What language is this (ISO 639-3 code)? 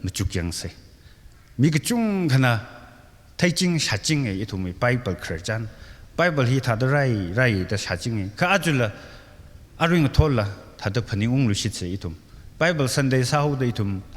nmf